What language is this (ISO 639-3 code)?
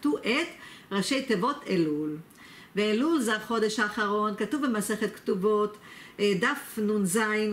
heb